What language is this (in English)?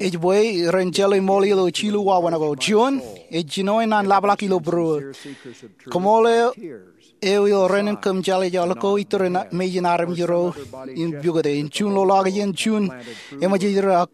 Marshallese